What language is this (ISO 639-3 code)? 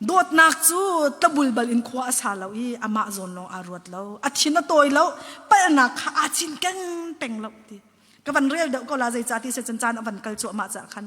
cnh